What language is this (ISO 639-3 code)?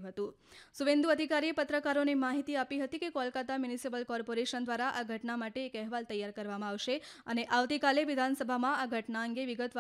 guj